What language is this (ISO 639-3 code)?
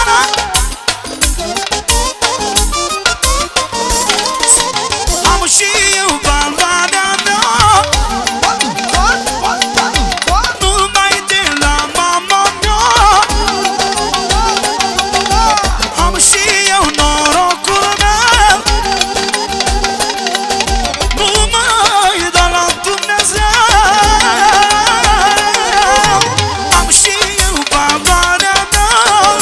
ron